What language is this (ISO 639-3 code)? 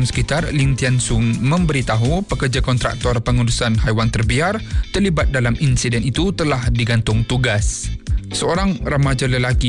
msa